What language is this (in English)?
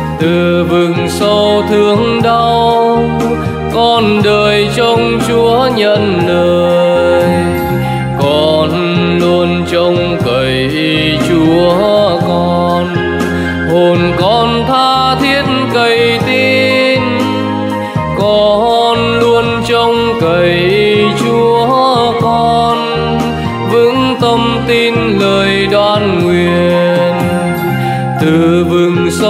Vietnamese